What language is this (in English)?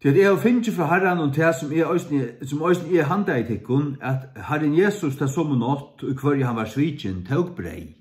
Faroese